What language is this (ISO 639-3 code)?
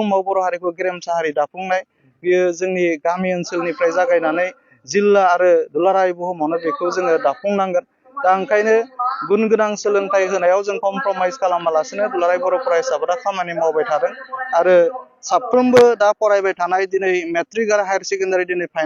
brx